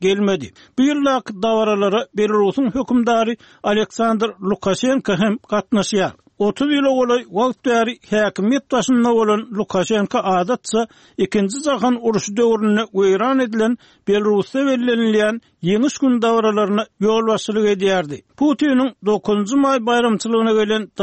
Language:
Turkmen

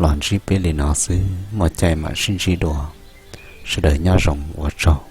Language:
Hmong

